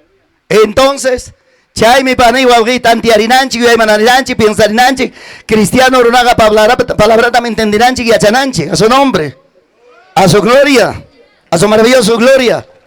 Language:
Ayacucho Quechua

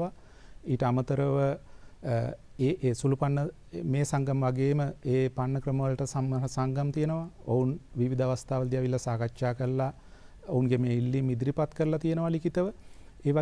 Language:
Sinhala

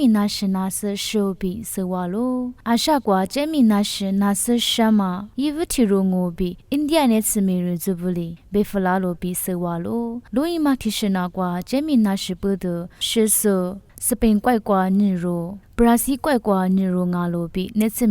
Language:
Lisu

